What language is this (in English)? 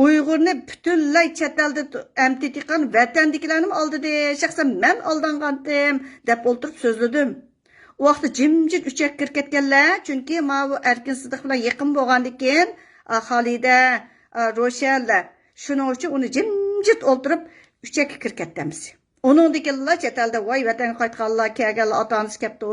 Uyghur